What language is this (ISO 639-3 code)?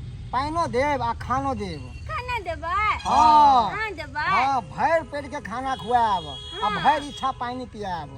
mai